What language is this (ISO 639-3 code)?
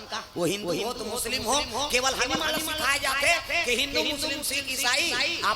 hne